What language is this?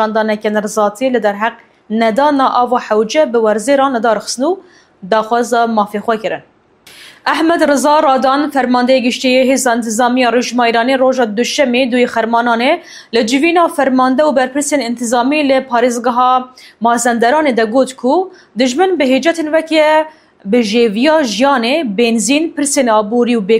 Kurdish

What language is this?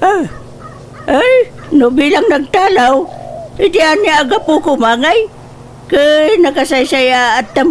Iloko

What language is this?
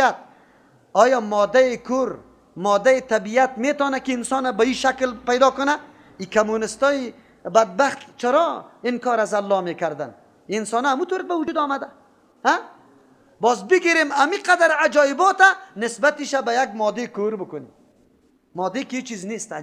Persian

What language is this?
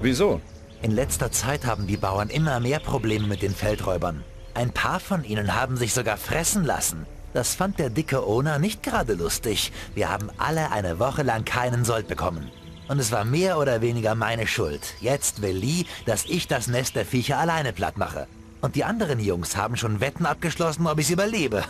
Bavarian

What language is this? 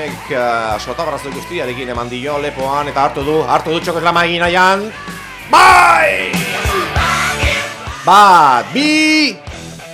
Basque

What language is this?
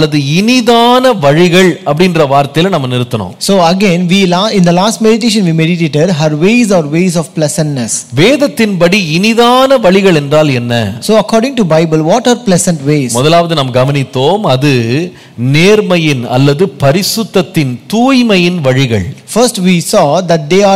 Tamil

